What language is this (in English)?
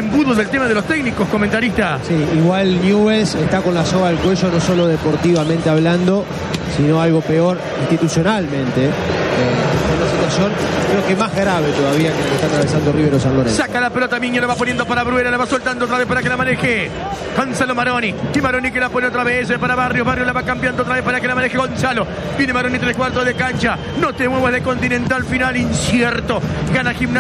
Spanish